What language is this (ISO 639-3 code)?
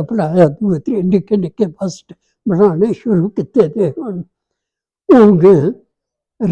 doi